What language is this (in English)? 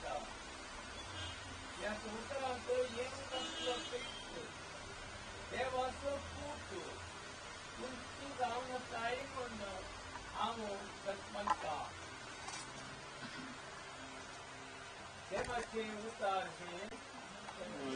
Konkani